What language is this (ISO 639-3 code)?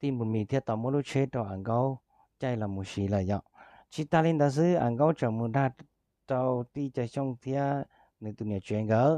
hmn